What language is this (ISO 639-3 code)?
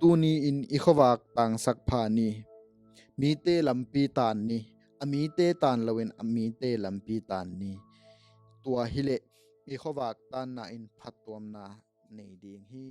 ctd